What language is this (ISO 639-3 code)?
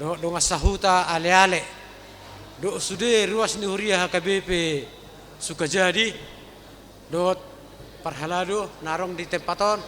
bbc